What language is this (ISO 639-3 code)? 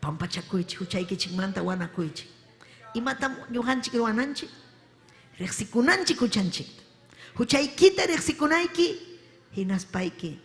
quy